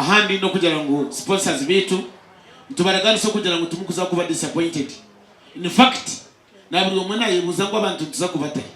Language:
Nyankole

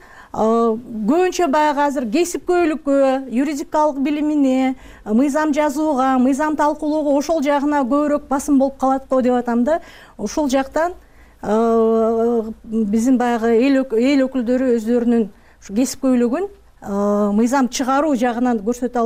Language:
Kyrgyz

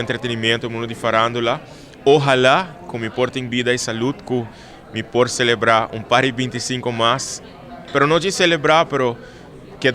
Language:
Papiamento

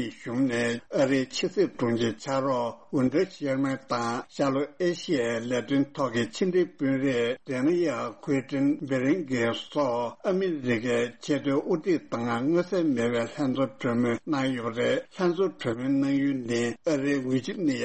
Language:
Tibetan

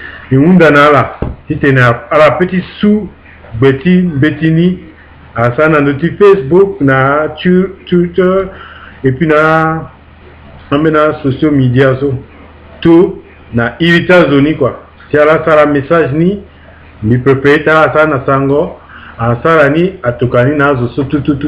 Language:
Sango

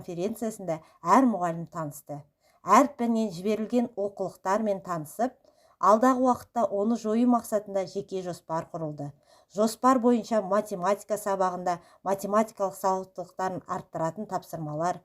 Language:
Kazakh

